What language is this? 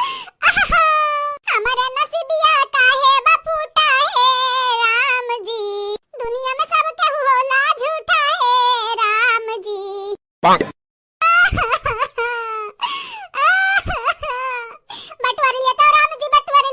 Awadhi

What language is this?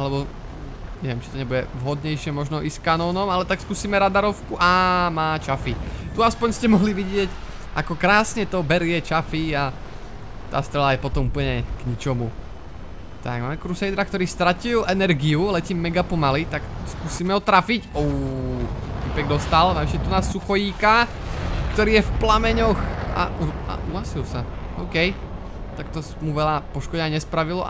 Slovak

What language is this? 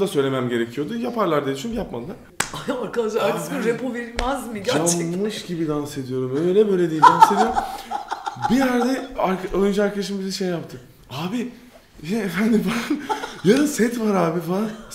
Turkish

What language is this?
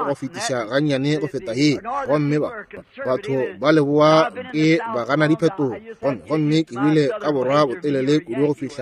Northern Sotho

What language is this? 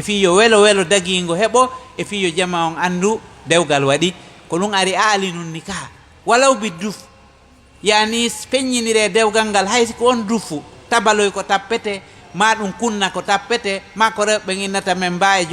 Fula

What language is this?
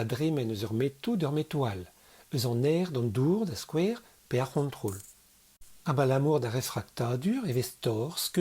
Breton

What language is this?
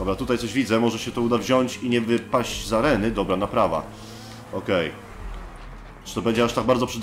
Polish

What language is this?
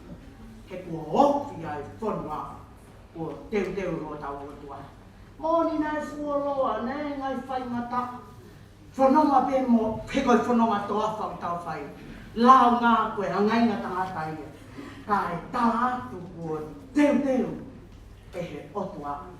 Tongan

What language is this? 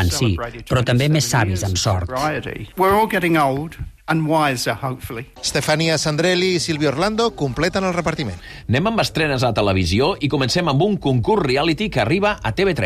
Catalan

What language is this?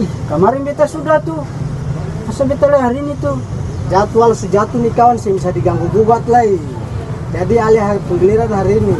Ambonese Malay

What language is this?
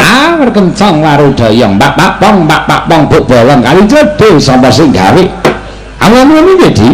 Javanese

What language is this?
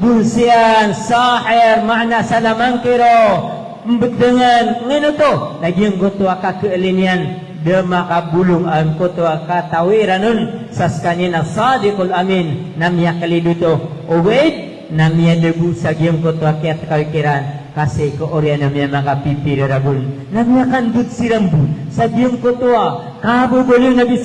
Maranao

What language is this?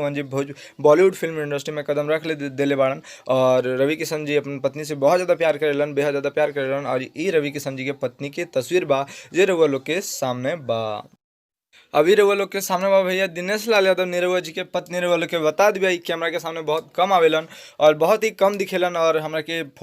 Bhojpuri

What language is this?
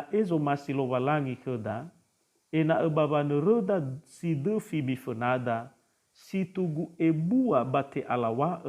Nias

